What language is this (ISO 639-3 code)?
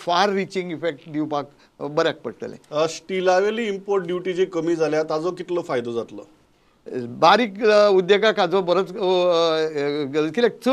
kok